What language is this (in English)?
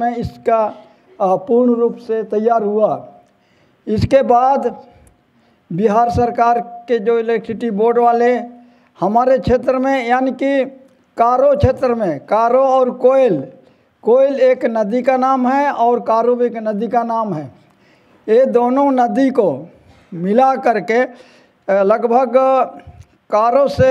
Hindi